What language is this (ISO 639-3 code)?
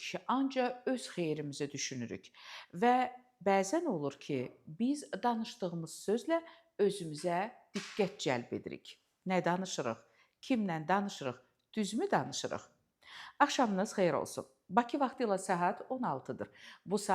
aze